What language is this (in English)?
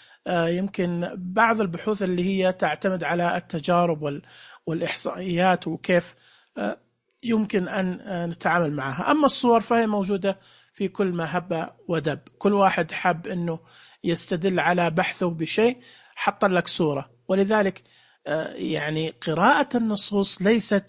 Najdi Arabic